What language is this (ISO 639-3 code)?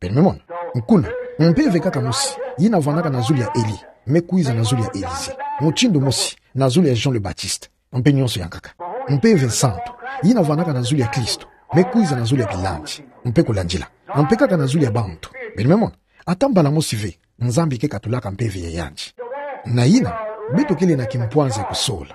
ktu